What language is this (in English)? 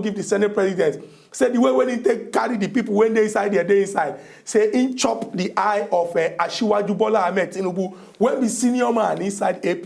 Nigerian Pidgin